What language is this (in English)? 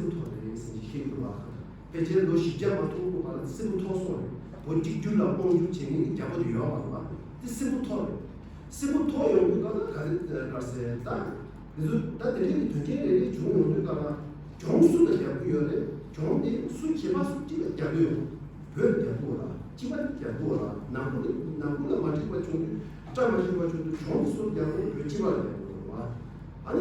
Tibetan